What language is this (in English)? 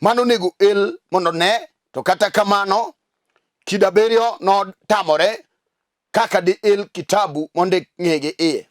Luo (Kenya and Tanzania)